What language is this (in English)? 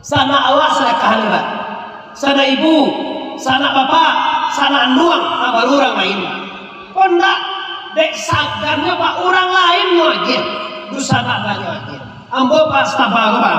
Minangkabau